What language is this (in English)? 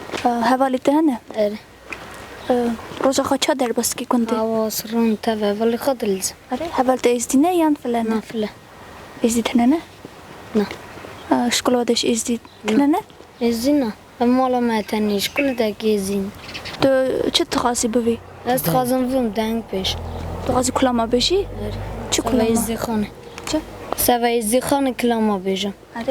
Kurdish